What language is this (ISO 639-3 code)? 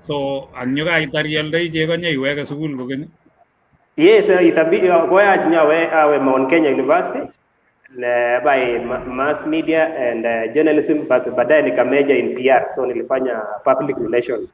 kln